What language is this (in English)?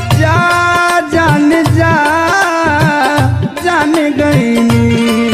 Bhojpuri